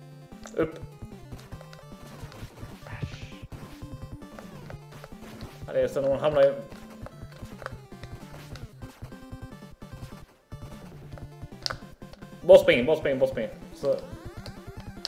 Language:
Swedish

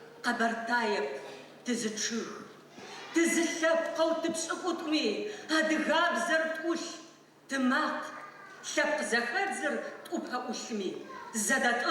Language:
Adyghe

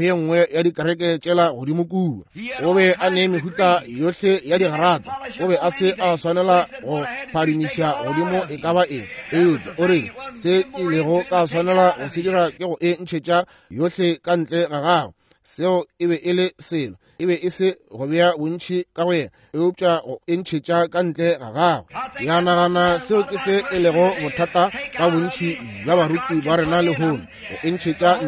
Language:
Northern Sotho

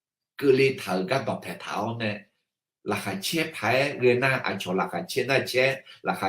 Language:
Akha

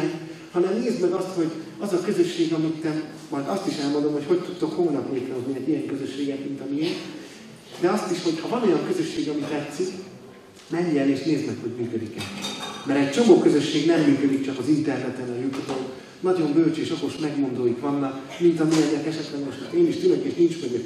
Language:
Hungarian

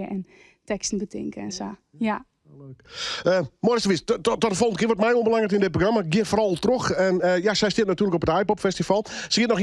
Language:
Western Frisian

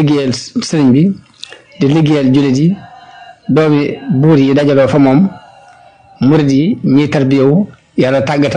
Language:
Wolof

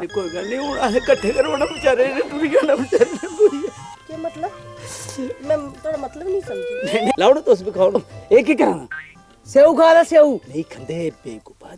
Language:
Dogri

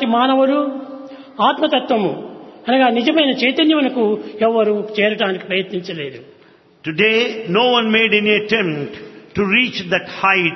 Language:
Telugu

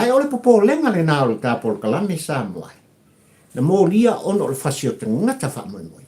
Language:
Samoan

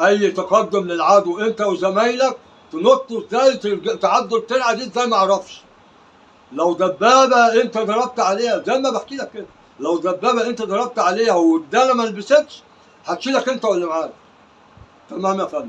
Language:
Egyptian Arabic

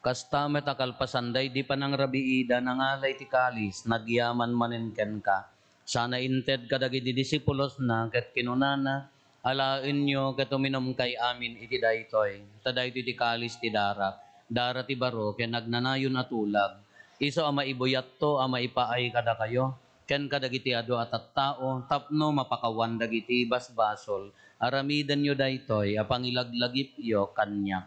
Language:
Iloko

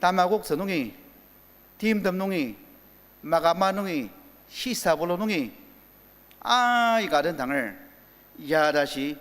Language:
Ao Naga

